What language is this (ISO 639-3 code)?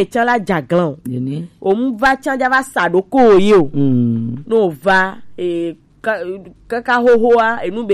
gej